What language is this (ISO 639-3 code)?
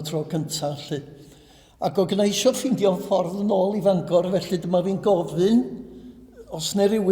cym